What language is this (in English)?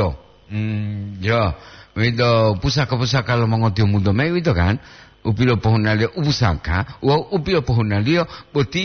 Gorontalo